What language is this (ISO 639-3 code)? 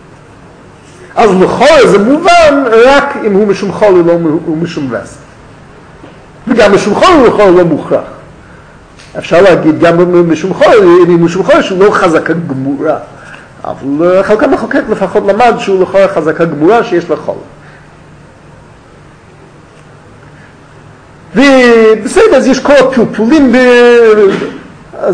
heb